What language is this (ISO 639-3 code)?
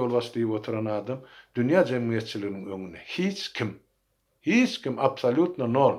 tuk